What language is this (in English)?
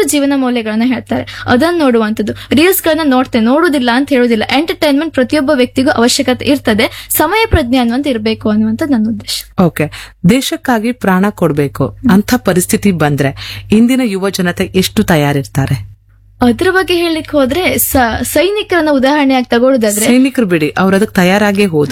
Kannada